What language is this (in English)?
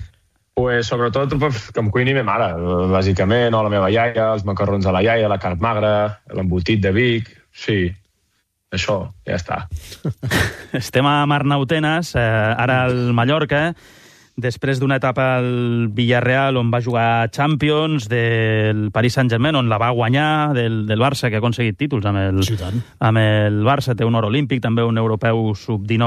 Catalan